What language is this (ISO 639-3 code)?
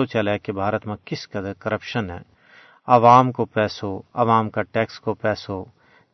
gju